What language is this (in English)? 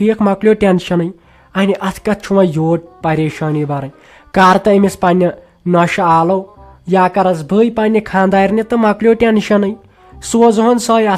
Kashmiri